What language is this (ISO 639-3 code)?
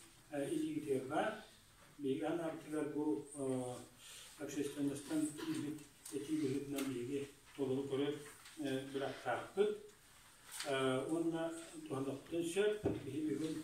sah